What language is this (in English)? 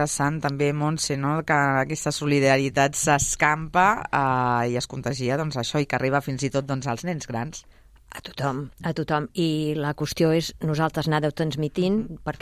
Catalan